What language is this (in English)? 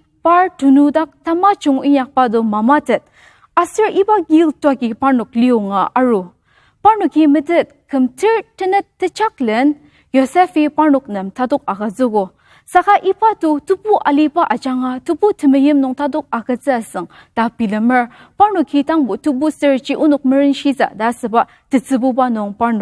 Ao Naga